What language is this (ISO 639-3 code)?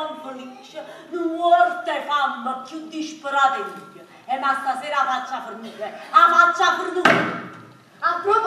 nap